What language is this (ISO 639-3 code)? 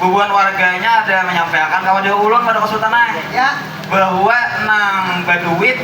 bjn